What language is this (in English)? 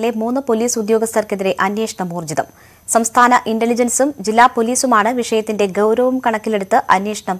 Malayalam